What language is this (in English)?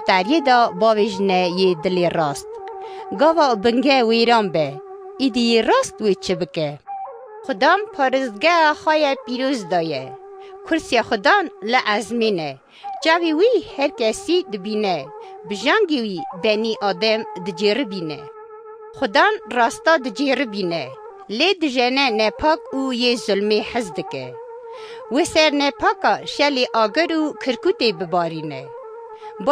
Kurdish